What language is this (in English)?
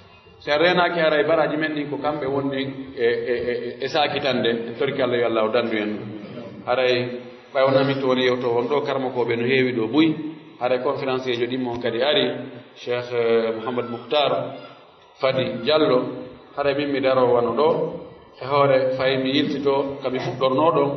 Fula